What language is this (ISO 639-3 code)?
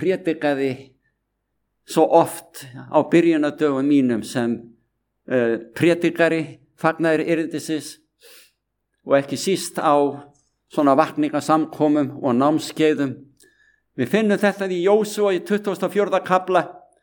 isl